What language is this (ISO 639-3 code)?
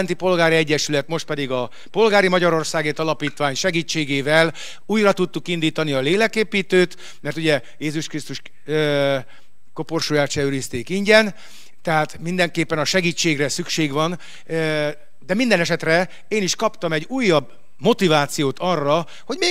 hun